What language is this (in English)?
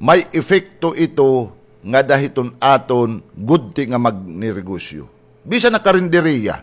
Waray